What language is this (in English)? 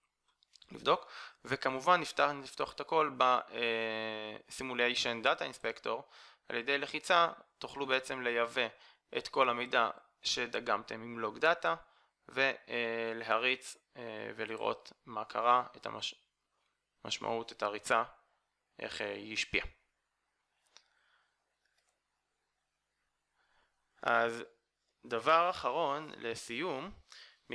Hebrew